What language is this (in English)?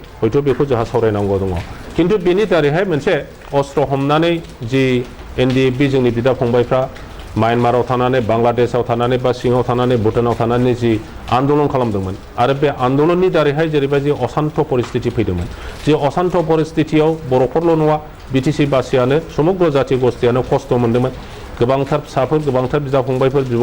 Bodo